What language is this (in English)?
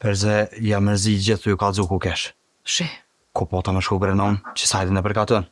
Albanian